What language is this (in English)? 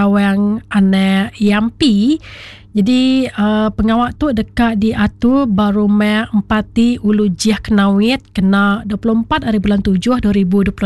Iban